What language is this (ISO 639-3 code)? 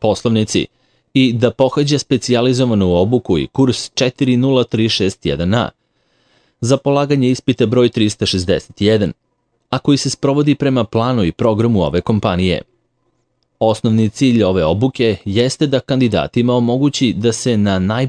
srp